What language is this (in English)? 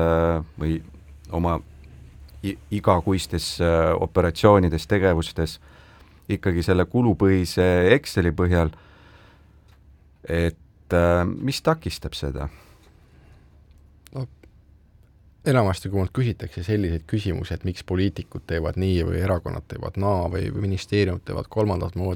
Estonian